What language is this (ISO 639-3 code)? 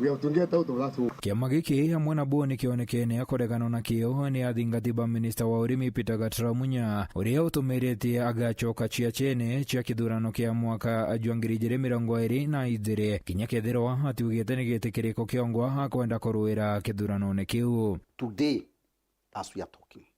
mer